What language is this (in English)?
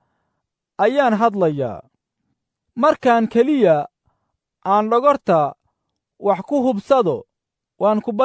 Somali